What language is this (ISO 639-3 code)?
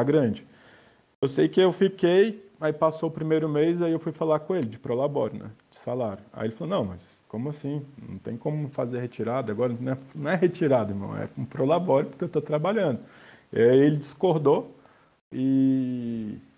por